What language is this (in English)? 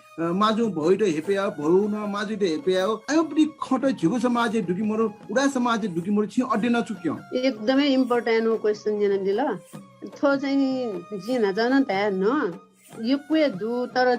Newari